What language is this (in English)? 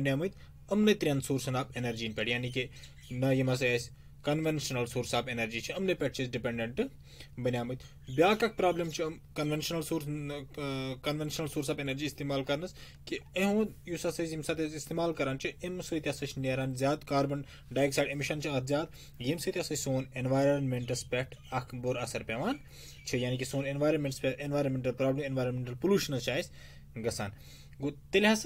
Kashmiri